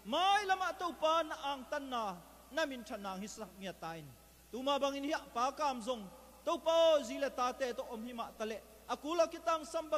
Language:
Tedim Chin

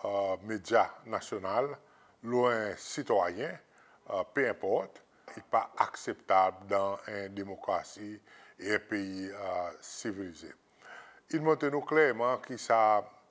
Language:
Seselwa Creole French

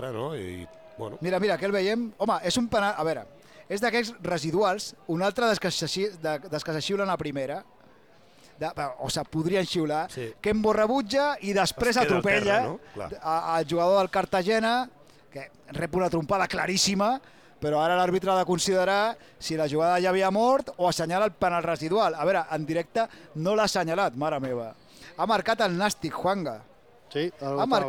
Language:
Catalan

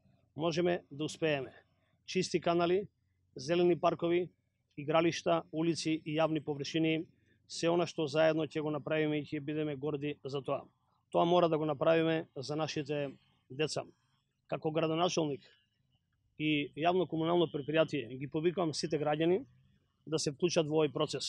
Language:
Macedonian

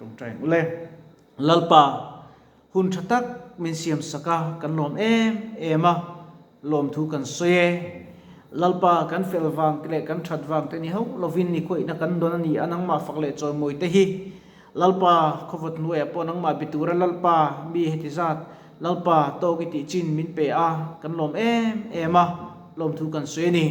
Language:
Mizo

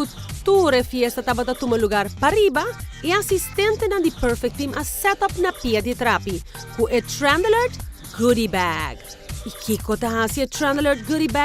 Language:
Papiamento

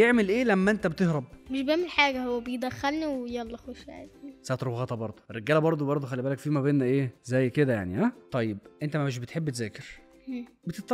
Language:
Egyptian Arabic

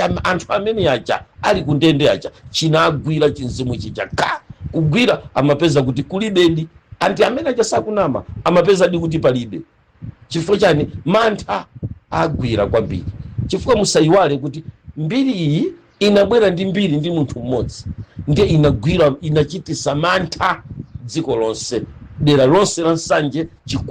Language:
Nyanja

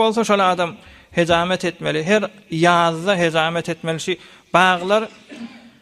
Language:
Turkmen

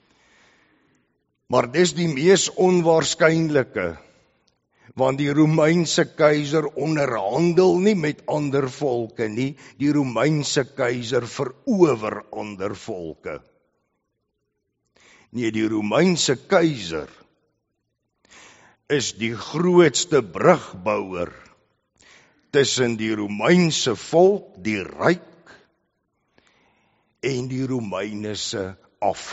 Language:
Afrikaans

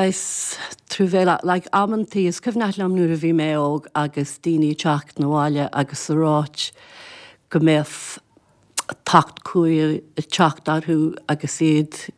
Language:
Irish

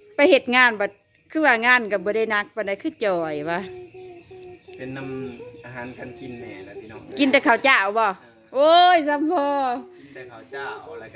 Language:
Lao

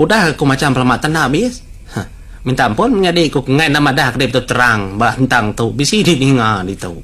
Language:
Iban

